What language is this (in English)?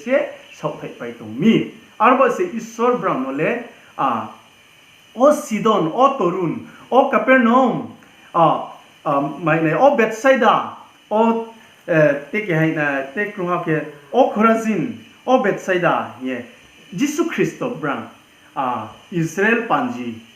Riang (India)